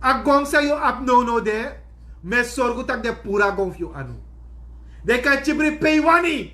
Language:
Sranan Tongo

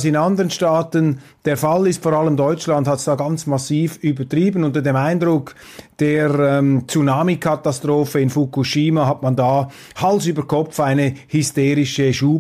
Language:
German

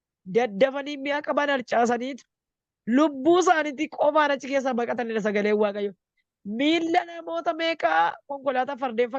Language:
Oromo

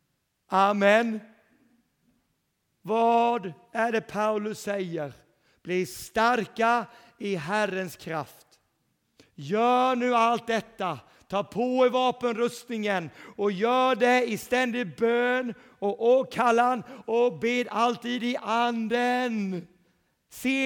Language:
Swedish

